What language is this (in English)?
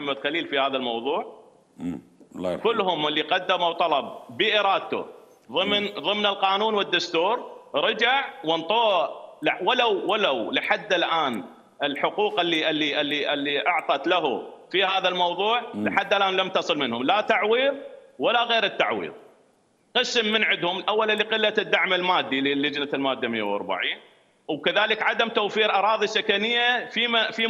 Mesopotamian Arabic